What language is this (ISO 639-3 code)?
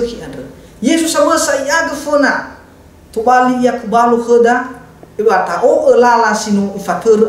nia